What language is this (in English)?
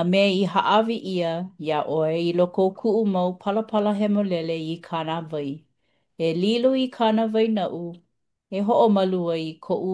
Hawaiian